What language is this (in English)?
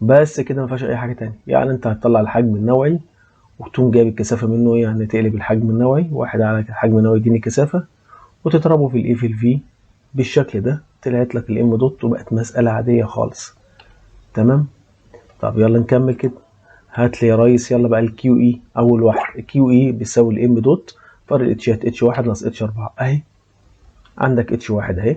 Egyptian Arabic